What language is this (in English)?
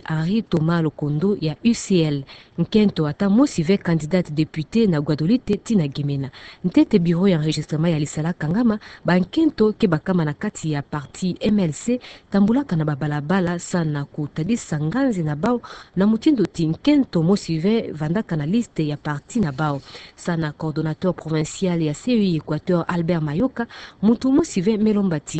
Kituba (Democratic Republic of Congo)